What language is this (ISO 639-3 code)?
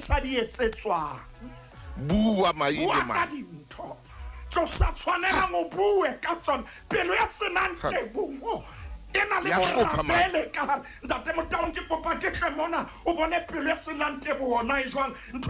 sot